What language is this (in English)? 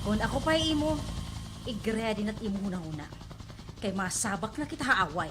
Waray